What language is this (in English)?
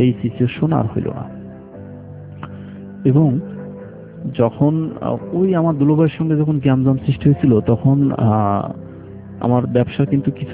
Bangla